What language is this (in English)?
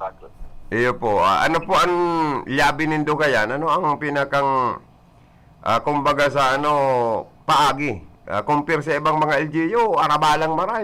Bikol